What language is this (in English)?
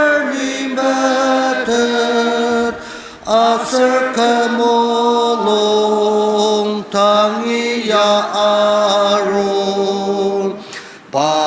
Ao Naga